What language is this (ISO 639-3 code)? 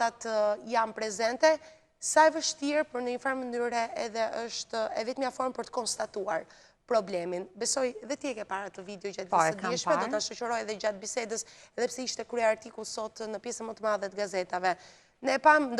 sqi